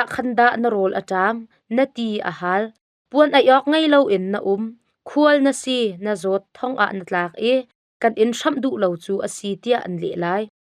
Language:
Hakha Chin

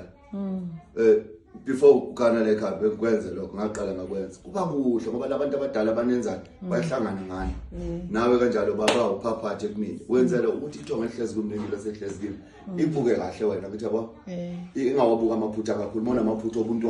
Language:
Zulu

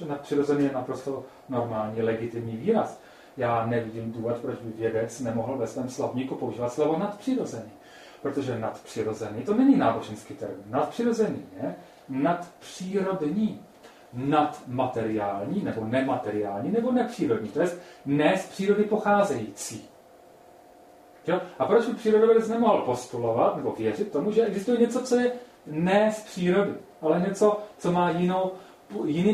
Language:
Czech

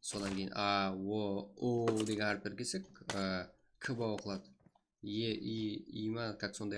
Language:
Kara-Kalpak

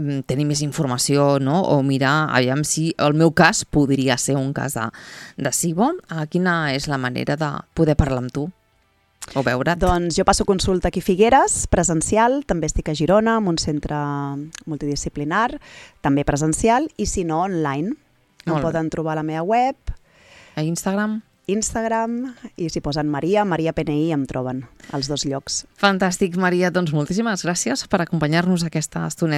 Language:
Catalan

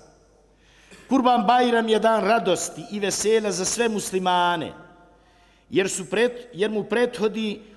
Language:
Bosnian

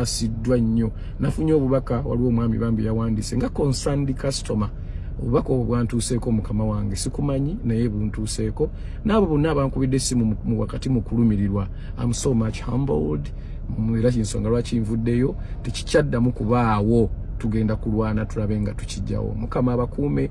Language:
Ganda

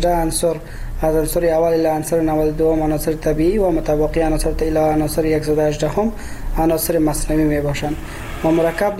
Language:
Persian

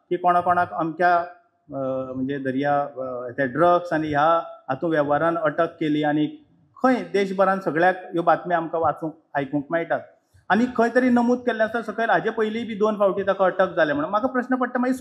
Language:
Konkani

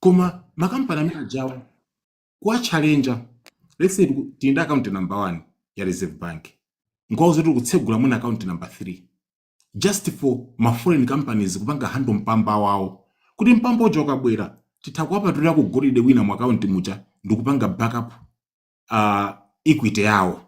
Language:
Nyanja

